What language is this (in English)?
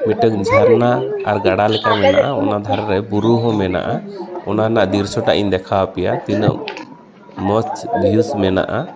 Santali